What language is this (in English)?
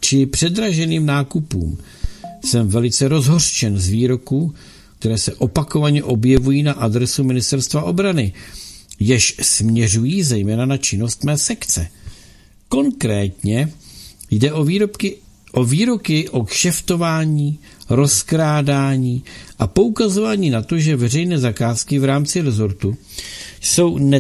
Czech